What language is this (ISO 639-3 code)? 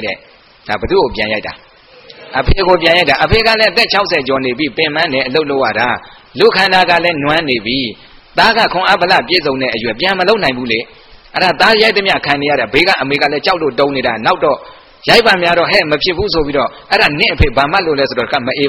mya